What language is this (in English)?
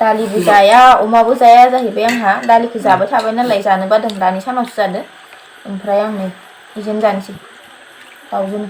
Bodo